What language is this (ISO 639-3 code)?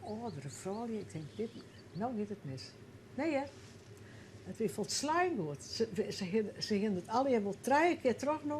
fry